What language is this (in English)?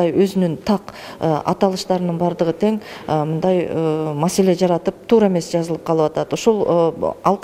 Kyrgyz